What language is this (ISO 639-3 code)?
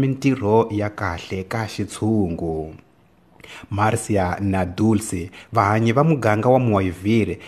tso